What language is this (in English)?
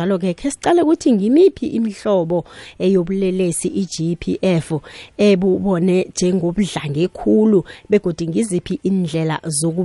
South Ndebele